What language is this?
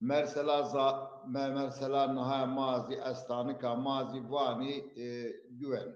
Zaza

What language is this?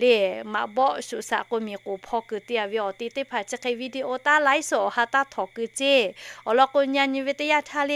Lahu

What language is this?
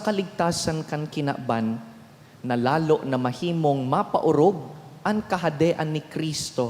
Bikol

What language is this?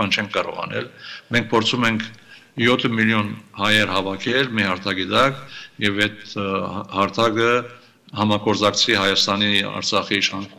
Armenian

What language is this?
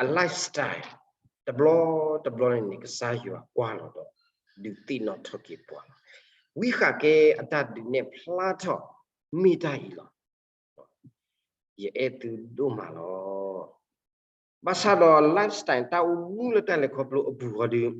S'gaw Karen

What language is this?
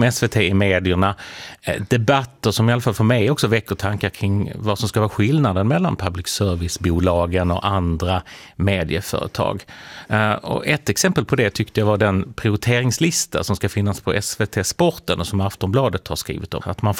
Swedish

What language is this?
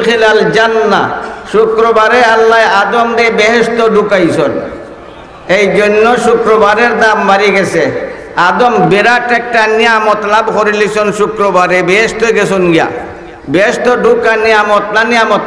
Sylheti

